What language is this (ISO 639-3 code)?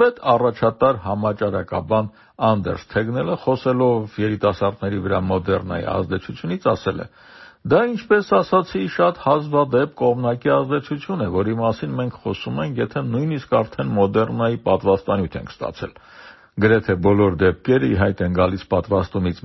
hye